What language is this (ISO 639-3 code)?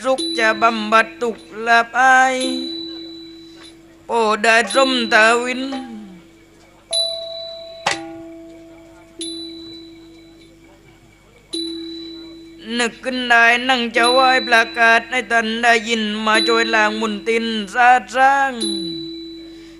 tha